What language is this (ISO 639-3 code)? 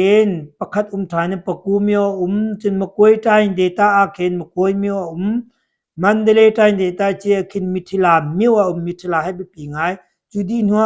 cnh